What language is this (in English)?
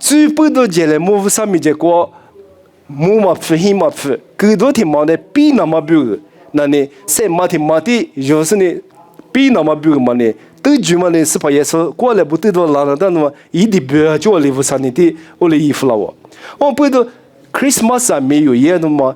Lisu